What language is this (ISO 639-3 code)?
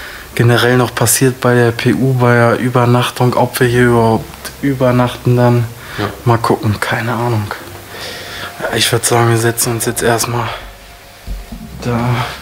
deu